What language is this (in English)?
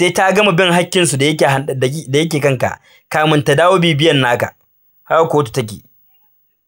Hausa